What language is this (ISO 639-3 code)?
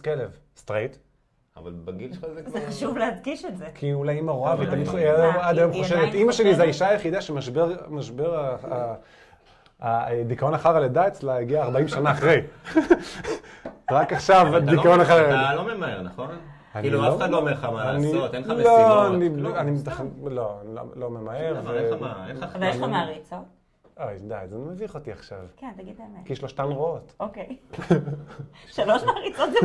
heb